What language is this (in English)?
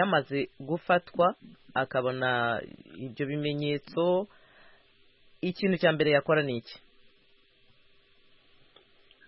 Kinyarwanda